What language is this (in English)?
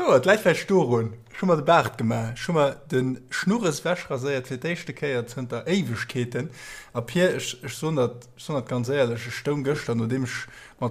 Luxembourgish